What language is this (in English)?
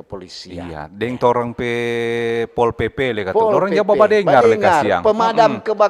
Manado Malay